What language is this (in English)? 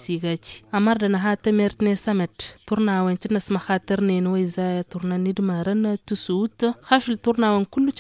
Tamasheq